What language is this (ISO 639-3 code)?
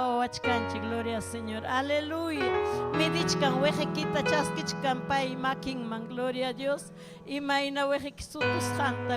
quy